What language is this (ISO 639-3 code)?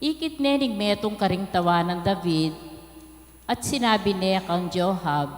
pam